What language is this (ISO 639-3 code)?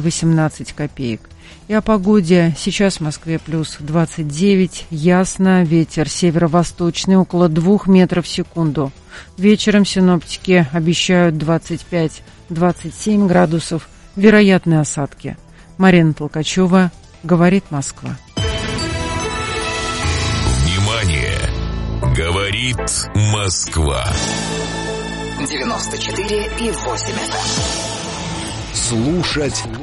rus